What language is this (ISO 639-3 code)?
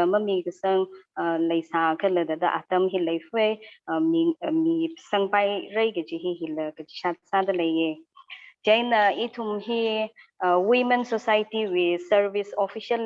nmf